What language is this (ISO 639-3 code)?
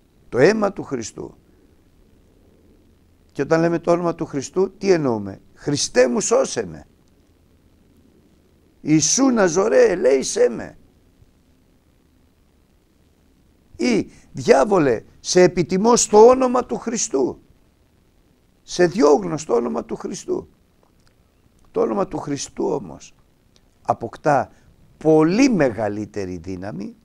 ell